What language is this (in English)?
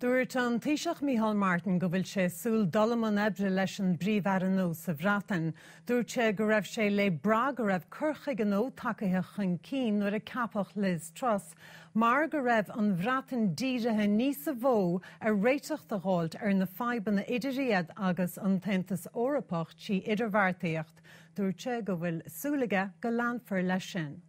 Irish